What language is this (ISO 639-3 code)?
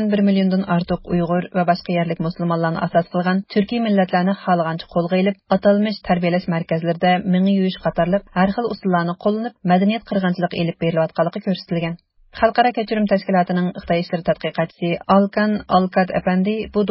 uig